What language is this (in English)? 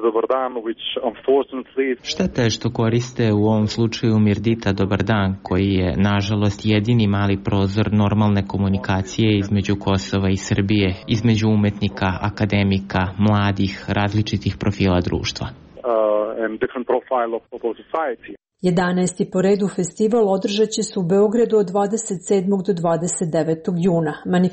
Croatian